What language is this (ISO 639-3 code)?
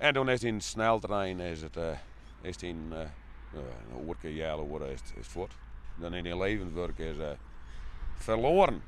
fry